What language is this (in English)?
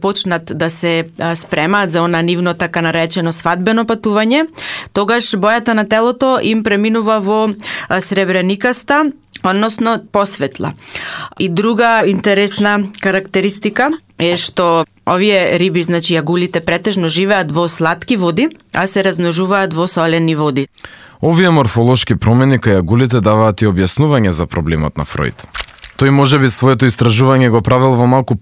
Macedonian